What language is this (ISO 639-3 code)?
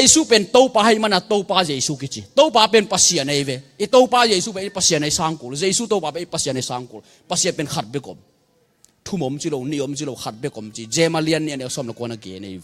ctd